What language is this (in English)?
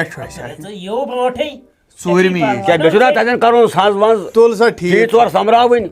Kashmiri